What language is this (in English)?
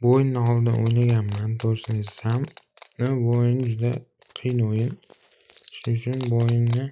Uzbek